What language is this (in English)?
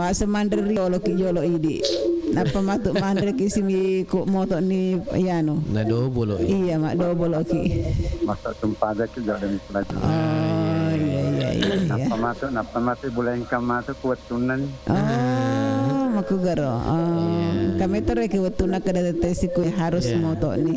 Buginese